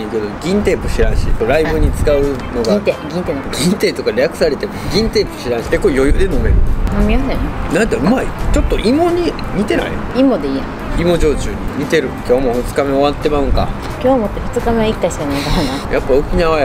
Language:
Japanese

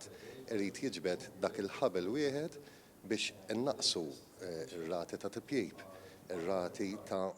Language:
Maltese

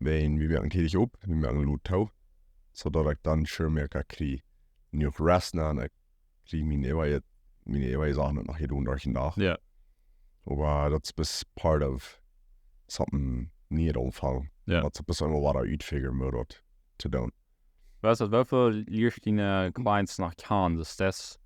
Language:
Plautdietsch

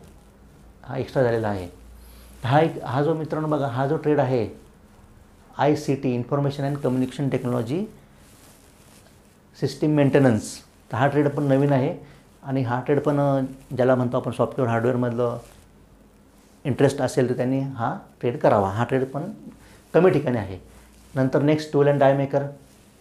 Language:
Marathi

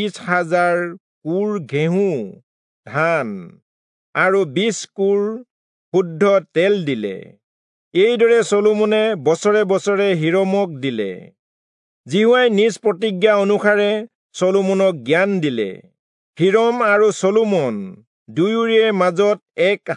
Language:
Assamese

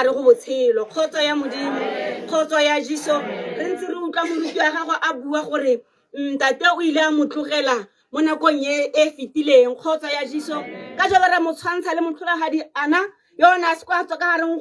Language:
Tswana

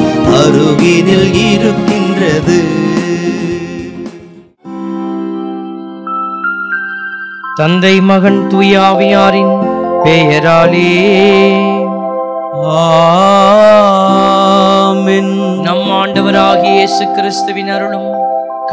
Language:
Tamil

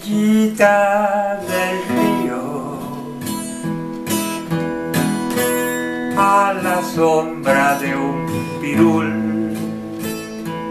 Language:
Spanish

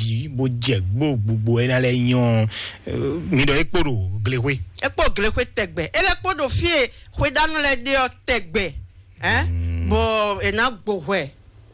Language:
Fon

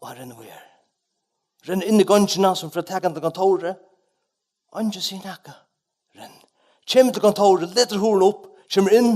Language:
Faroese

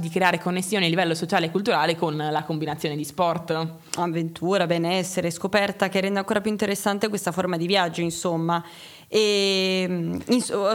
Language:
Italian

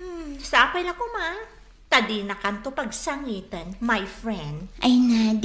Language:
Iloko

